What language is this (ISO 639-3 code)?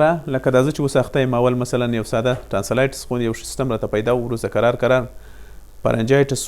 pus